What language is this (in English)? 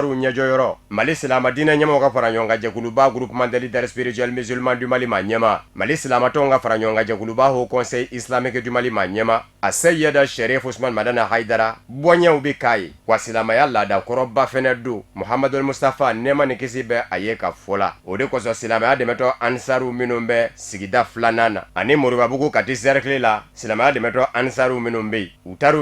Bambara